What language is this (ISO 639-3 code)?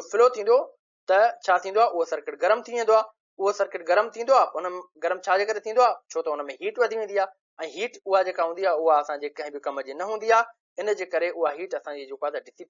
snd